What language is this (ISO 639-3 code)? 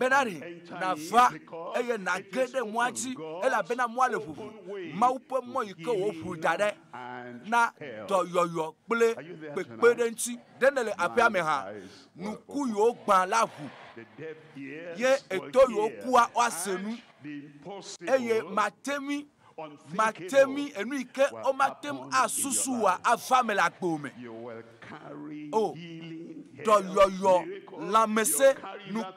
ewe